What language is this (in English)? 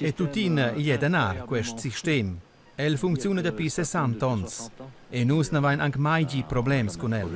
Romansh